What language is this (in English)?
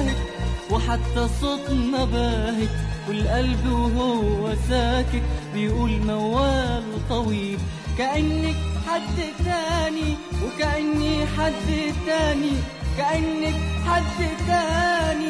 Egyptian Arabic